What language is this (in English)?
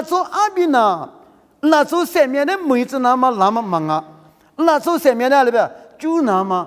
Lisu